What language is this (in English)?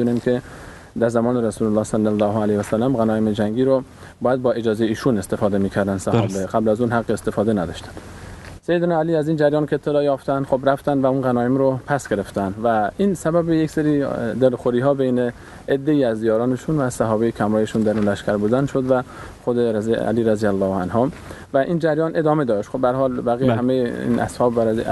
Persian